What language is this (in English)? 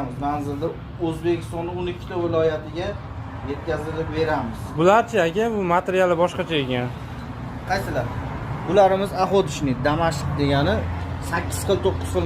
Uzbek